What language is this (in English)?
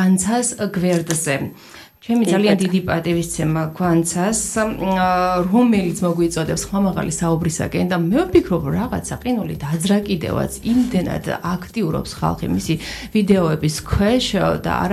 Georgian